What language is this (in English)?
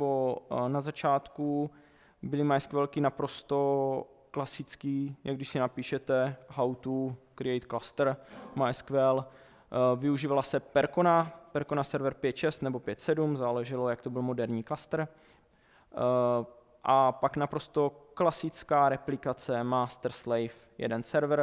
Czech